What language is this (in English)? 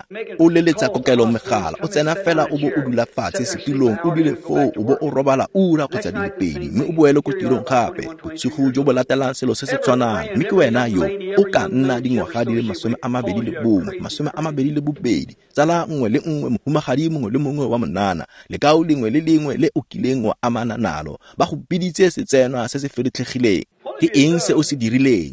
Tswana